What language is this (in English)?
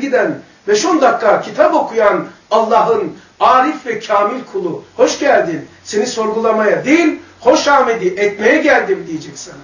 Turkish